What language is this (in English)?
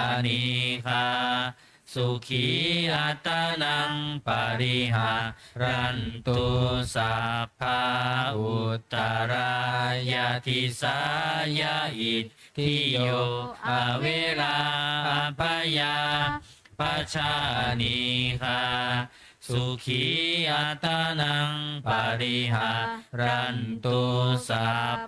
Pali